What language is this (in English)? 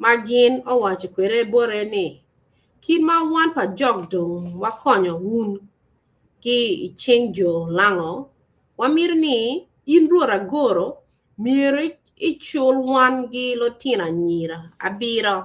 Acoli